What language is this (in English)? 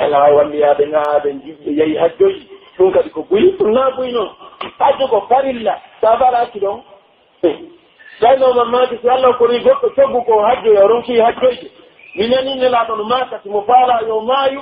Pular